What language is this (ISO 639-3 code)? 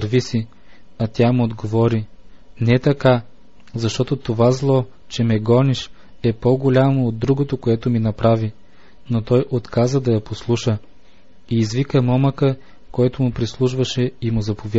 bul